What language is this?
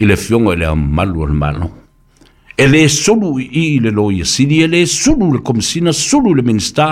Samoan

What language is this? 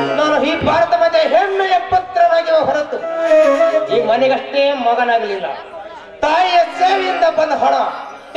Kannada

